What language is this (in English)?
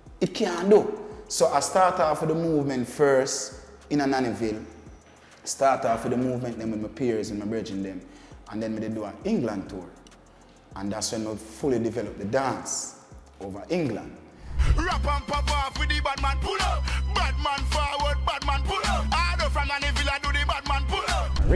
Jamaican Creole English